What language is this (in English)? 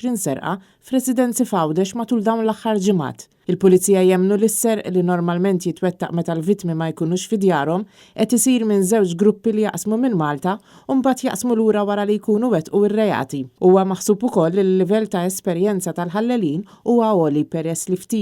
Maltese